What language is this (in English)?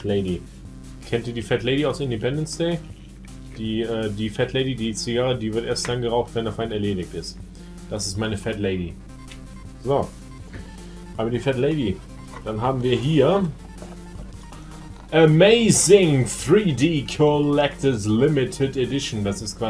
German